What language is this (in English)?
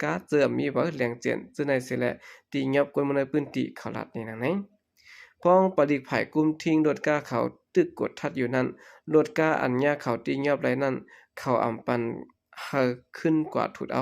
Shan